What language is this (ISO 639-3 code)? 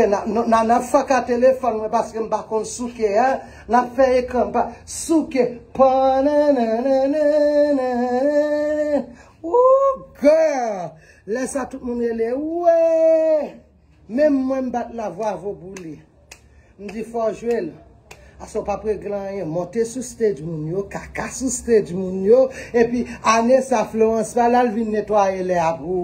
hat